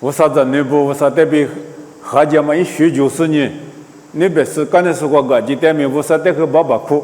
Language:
Lisu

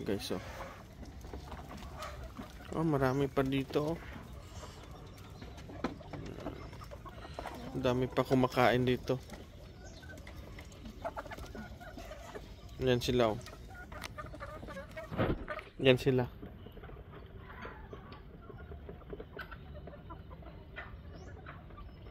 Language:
Filipino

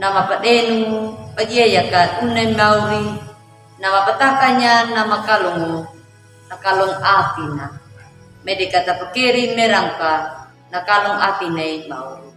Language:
Anakalangu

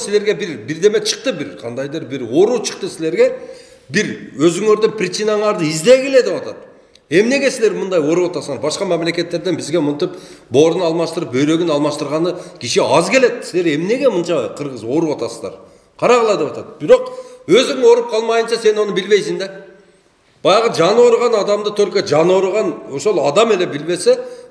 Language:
Kyrgyz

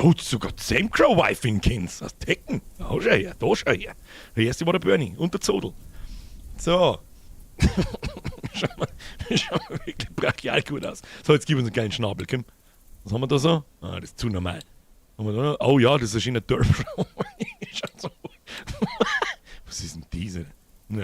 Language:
Bavarian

